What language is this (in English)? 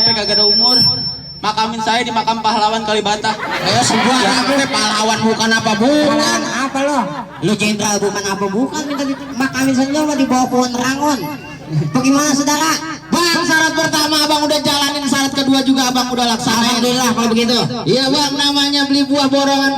Betawi